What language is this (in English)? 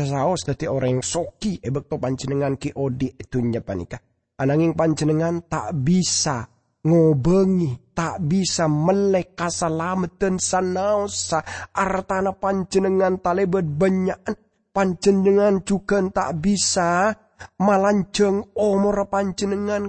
Madurese